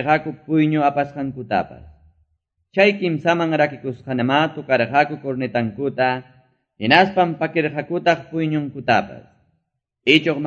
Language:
Quechua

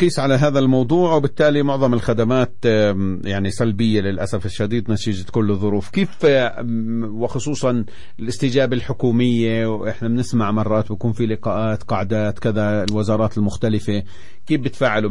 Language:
South Levantine Arabic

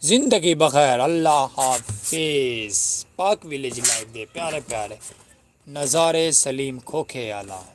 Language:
Saraiki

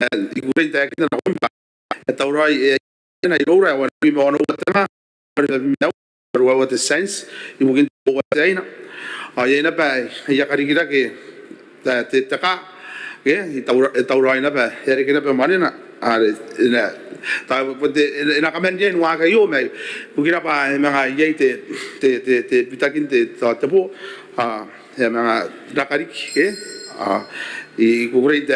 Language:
Gilbertese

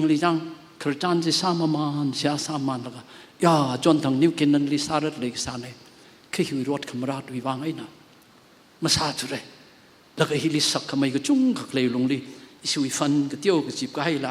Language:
Tangkhul Naga (India)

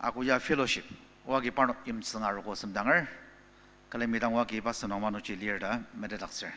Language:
Ao Naga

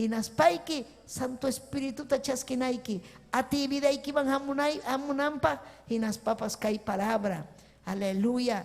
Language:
Ayacucho Quechua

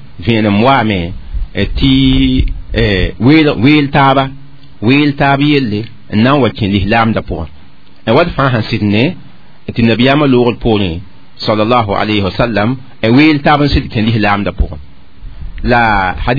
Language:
Mossi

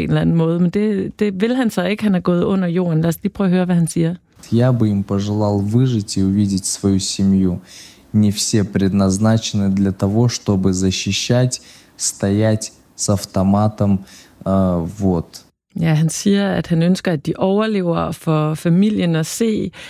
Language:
Danish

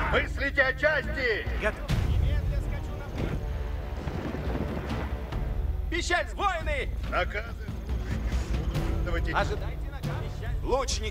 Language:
Russian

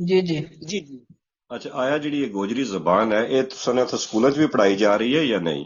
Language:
Gujari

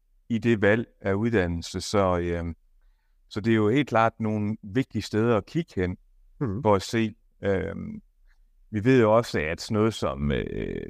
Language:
Danish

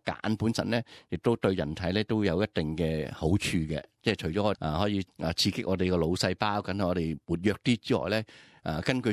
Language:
Cantonese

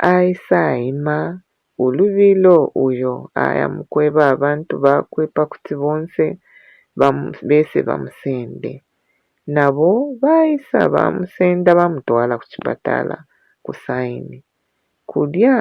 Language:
Bemba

